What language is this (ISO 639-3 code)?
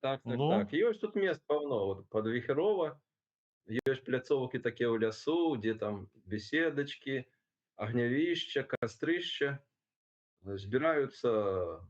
bel